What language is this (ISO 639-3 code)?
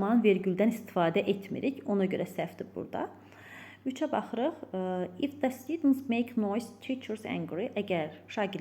aze